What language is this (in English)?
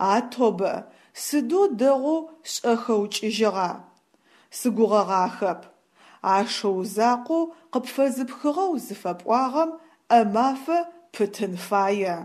Adyghe